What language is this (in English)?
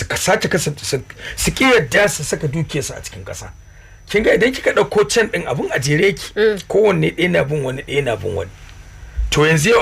Hausa